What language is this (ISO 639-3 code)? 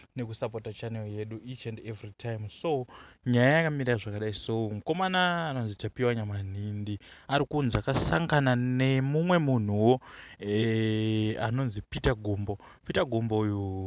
sna